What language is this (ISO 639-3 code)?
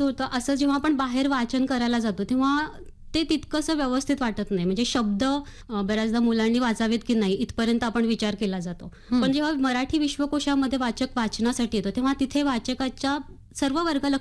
mar